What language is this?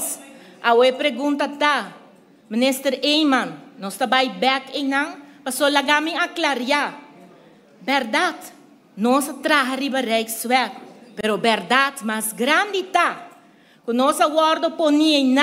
Papiamento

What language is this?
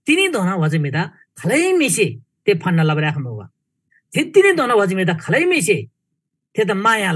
Eastern Tamang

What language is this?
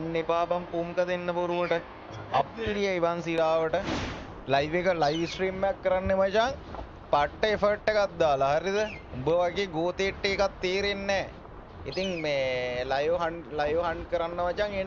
Sinhala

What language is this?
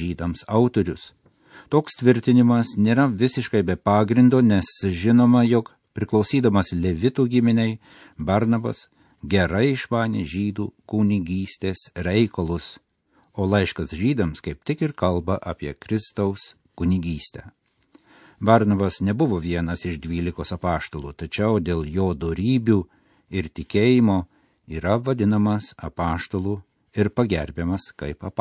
Lithuanian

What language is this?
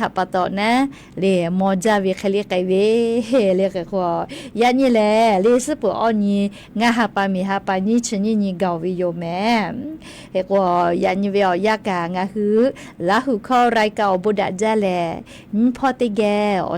Lahu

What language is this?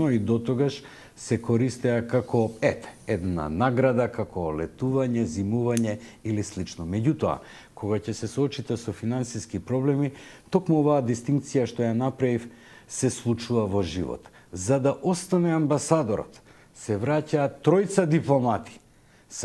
Macedonian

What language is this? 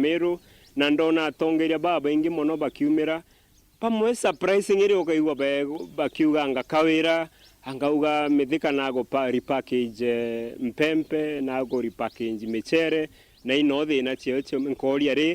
Meru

